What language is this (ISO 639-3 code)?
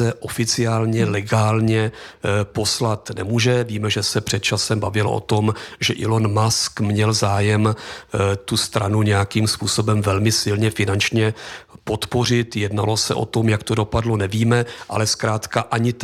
ces